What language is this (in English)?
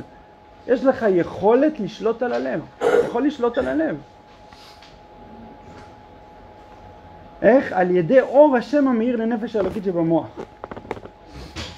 Hebrew